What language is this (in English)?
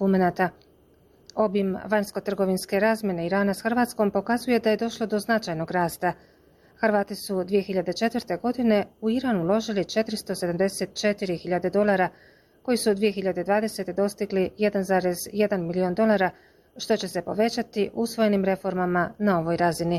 Bosnian